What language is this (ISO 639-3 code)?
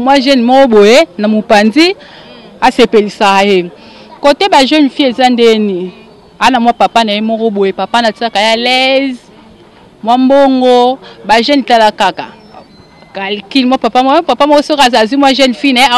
lin